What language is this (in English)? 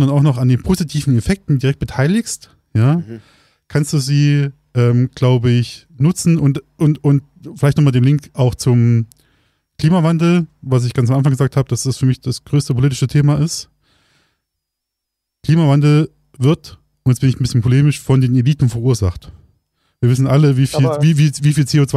German